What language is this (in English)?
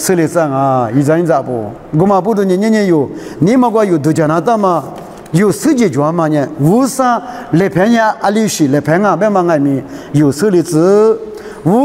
Lisu